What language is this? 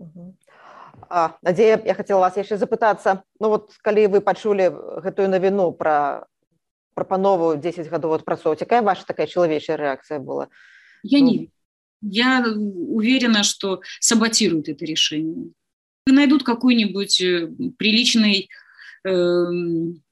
Belarusian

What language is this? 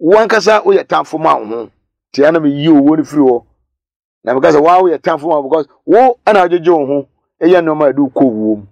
Akan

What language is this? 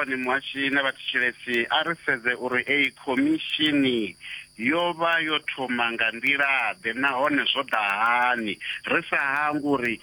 Venda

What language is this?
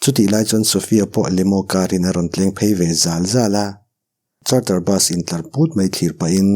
Mizo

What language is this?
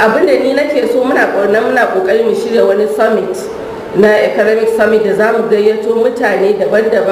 Hausa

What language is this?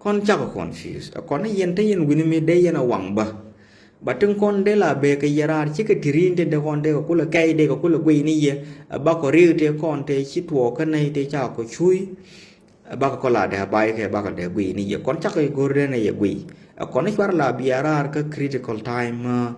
Nuer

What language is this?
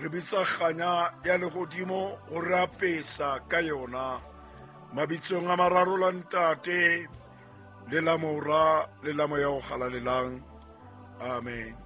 Southern Sotho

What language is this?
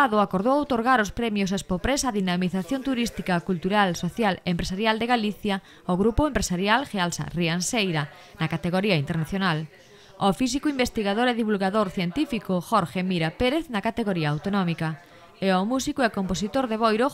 Galician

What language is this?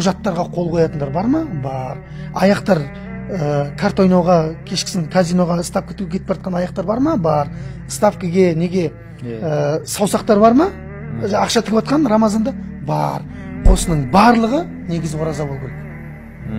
Kazakh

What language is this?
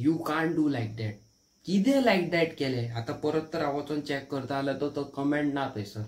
Konkani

